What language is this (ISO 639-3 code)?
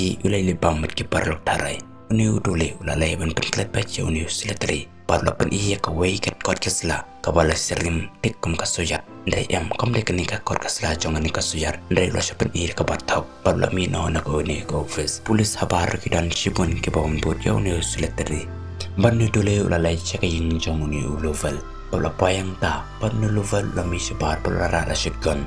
kha